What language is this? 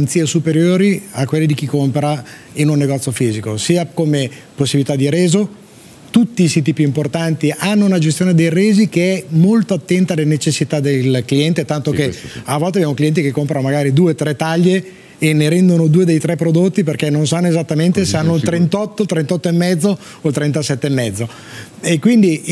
Italian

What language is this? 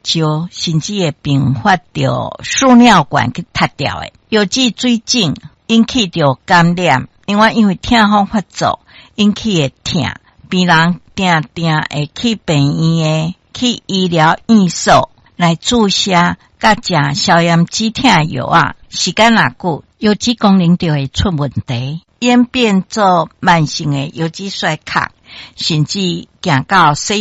Min Nan Chinese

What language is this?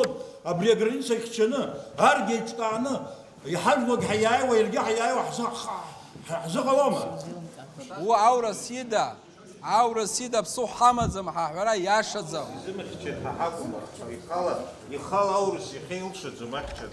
Abkhazian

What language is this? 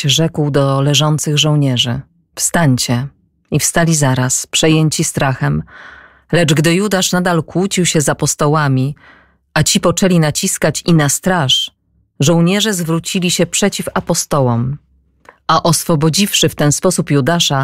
Polish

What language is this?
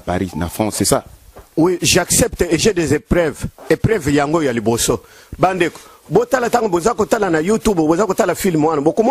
Lingala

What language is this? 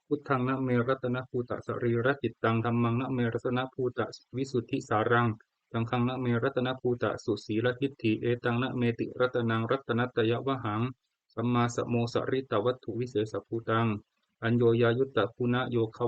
Pali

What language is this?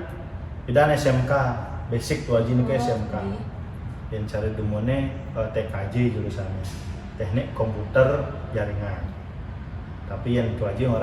Balinese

